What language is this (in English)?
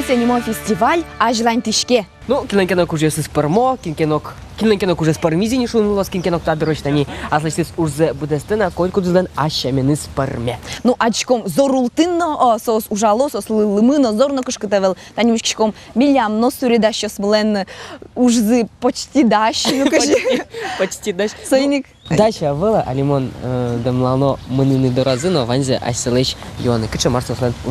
Udmurt